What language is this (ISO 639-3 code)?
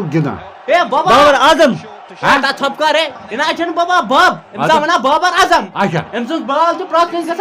kas